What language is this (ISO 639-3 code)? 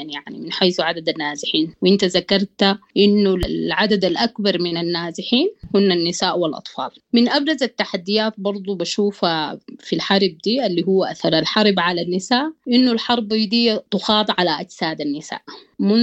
apd